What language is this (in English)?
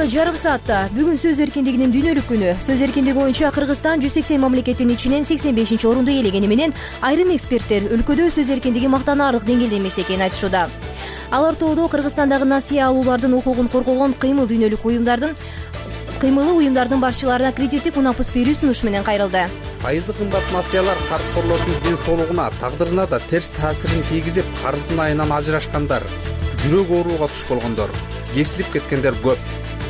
Kyrgyz